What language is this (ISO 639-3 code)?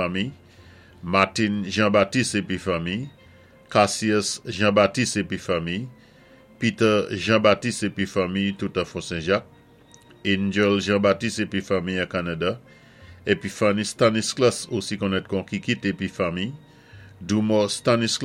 acf